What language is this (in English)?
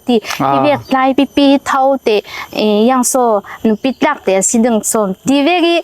Falam Chin